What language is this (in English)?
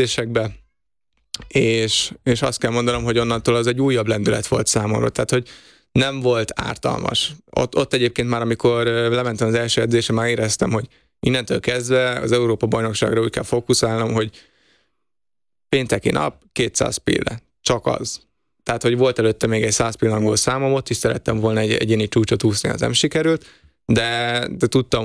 Hungarian